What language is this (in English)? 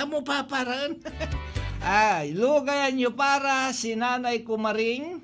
Pangasinan